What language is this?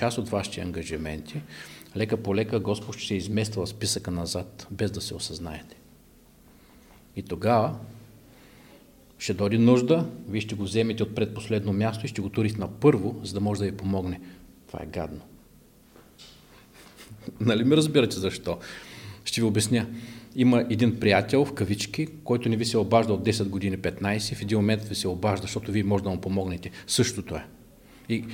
Bulgarian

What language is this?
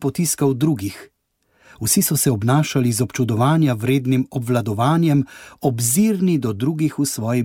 Slovenian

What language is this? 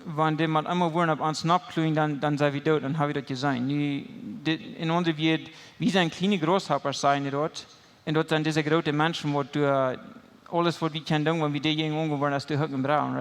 Plautdietsch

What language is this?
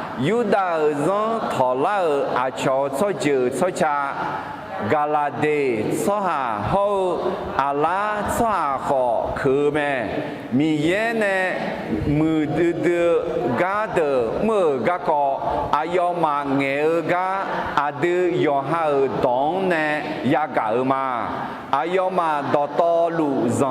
Akha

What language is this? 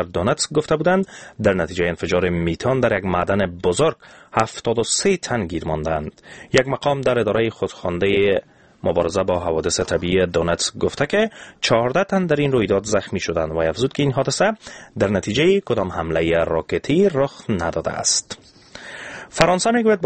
Persian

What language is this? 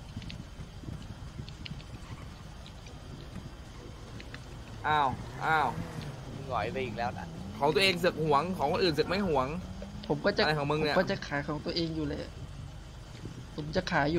Thai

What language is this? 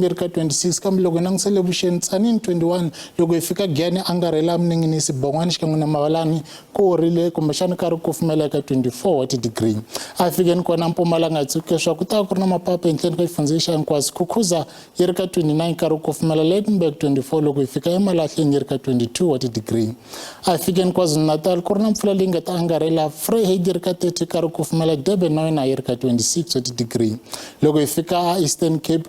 Tsonga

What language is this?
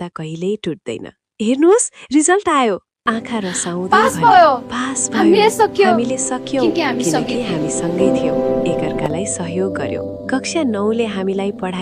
Nepali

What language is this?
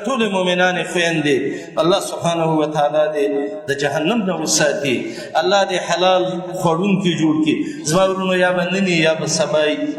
Pashto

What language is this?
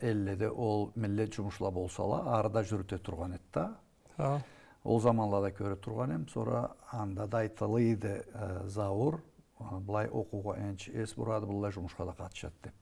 Karachay-Balkar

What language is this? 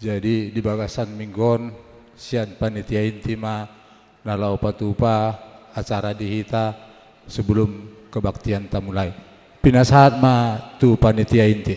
Batak Toba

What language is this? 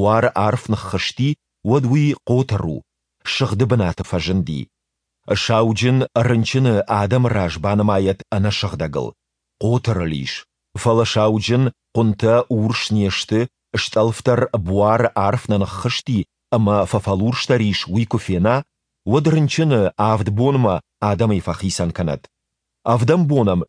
Ossetic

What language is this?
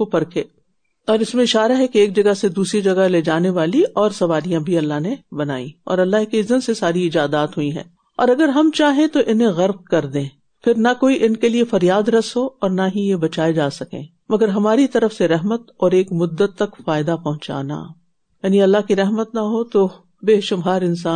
Urdu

